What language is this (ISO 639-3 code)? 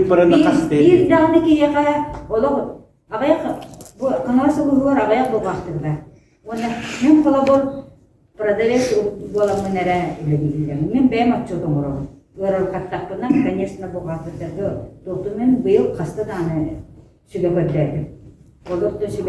sah